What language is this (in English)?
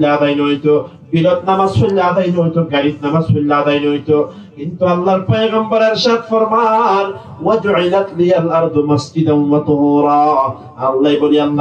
Rohingya